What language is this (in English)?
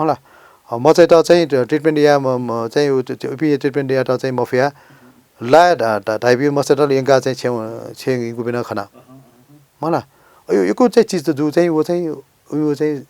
Newari